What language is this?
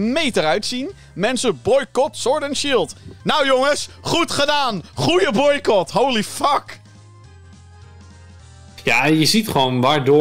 Dutch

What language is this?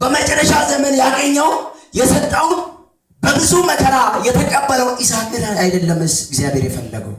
Amharic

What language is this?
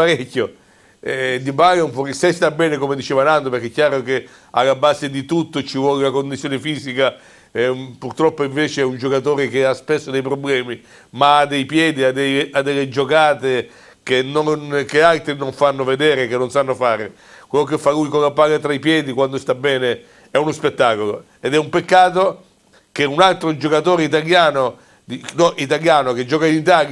Italian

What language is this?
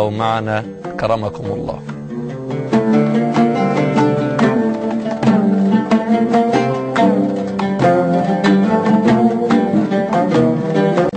Egyptian Arabic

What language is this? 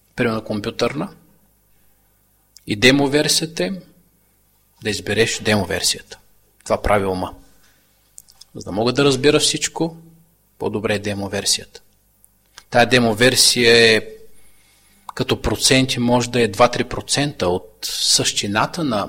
Bulgarian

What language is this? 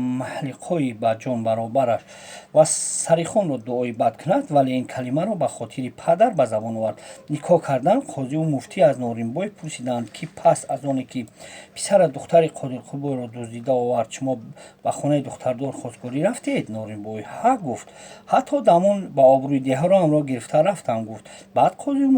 Tajik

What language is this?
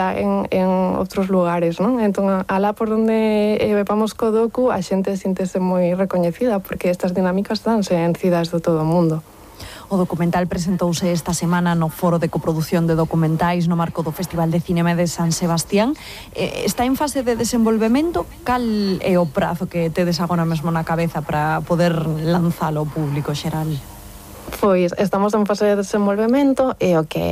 Galician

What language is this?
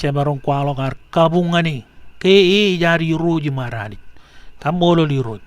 Marshallese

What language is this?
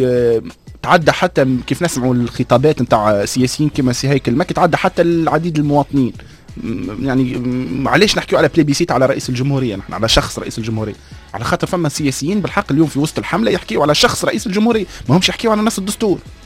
Tunisian Arabic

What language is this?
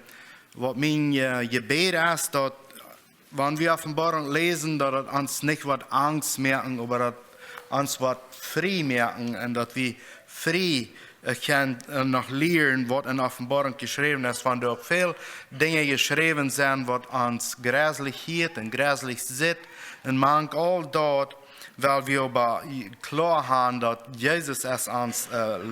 Plautdietsch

